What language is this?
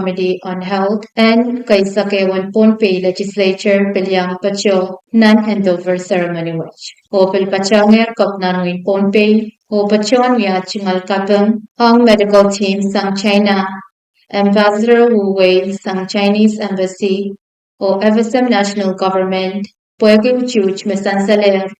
Pohnpeian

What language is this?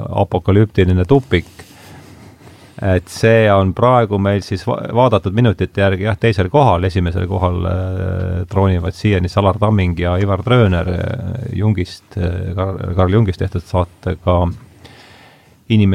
Estonian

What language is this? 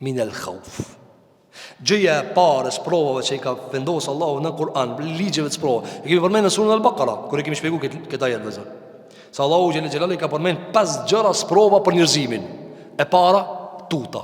Albanian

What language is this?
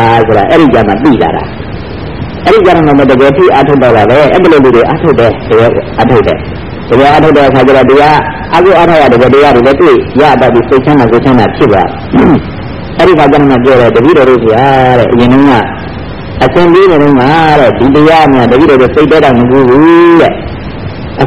Burmese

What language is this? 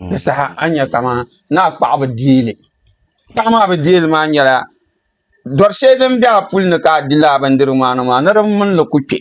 Dagbani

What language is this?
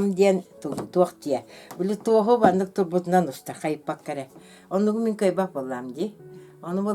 Yakut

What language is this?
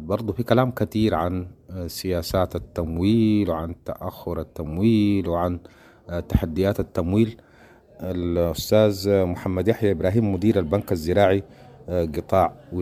Sudanese Arabic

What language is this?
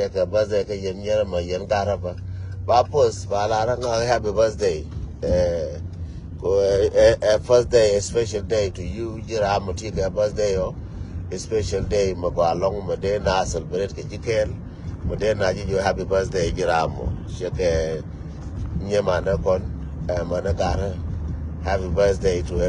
Nuer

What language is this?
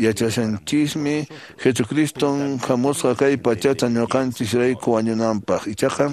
Quechua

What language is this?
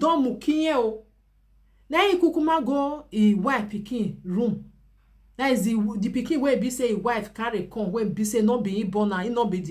Nigerian Pidgin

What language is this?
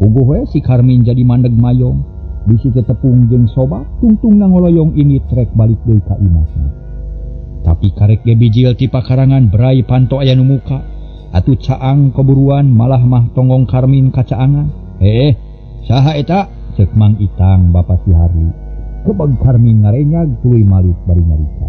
Sundanese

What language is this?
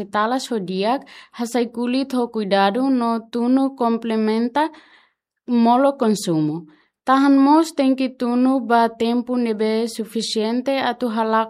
Tetum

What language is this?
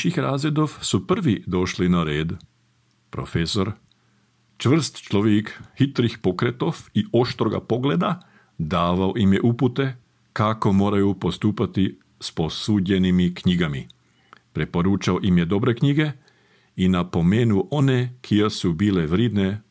Serbian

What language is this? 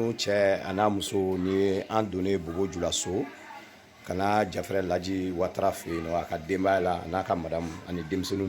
Bambara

